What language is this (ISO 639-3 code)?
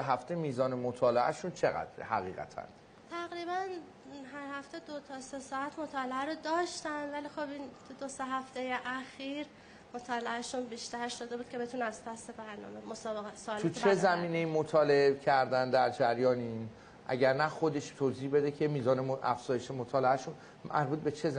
fas